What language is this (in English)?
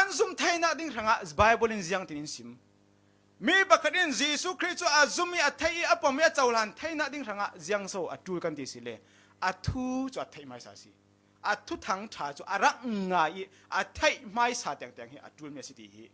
Falam Chin